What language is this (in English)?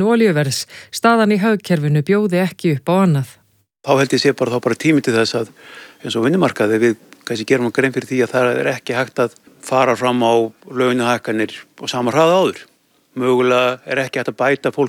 Icelandic